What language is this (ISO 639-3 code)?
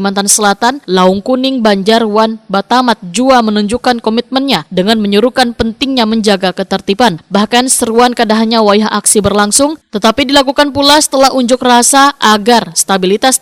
bjn